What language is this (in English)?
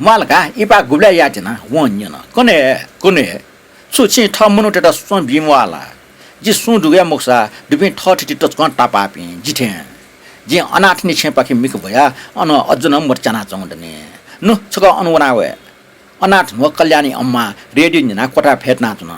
Newari